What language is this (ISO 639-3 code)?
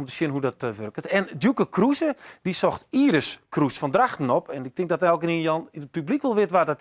fry